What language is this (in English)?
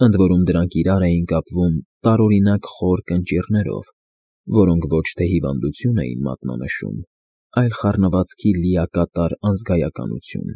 Armenian